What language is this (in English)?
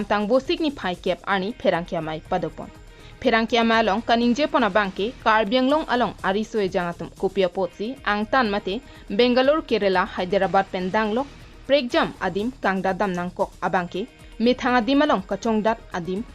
Karbi